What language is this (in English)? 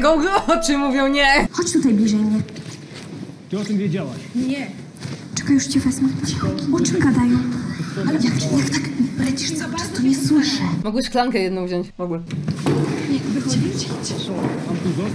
Polish